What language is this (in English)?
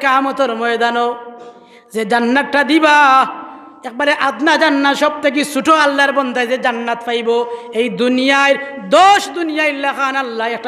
Sylheti